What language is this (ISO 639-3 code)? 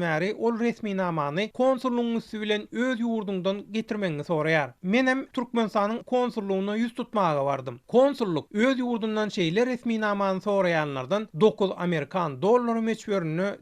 tuk